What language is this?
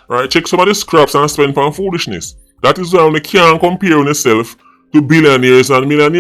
Jamaican Creole English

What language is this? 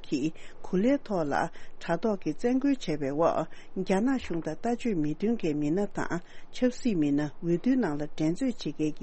Tibetan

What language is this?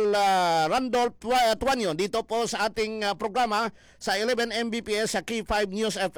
Filipino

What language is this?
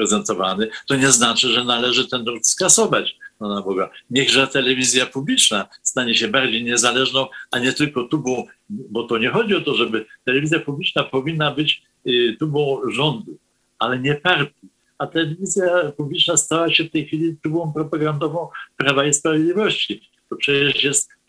Polish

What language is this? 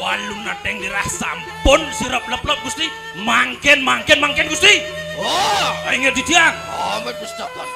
Balinese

